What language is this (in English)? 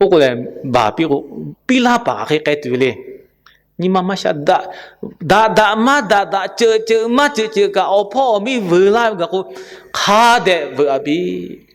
Lahu